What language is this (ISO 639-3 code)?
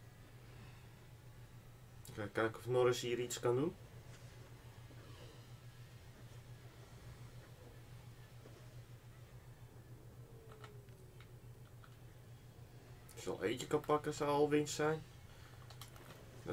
nld